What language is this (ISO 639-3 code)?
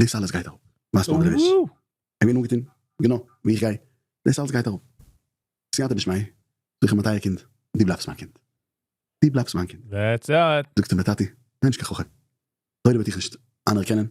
yid